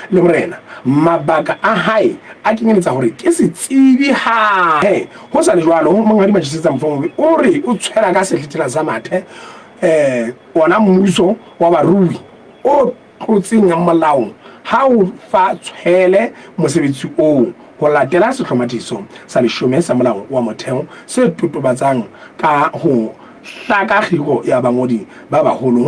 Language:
Southern Sotho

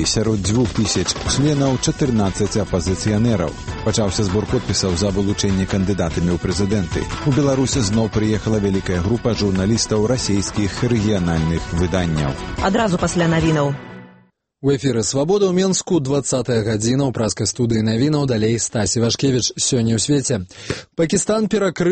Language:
Belarusian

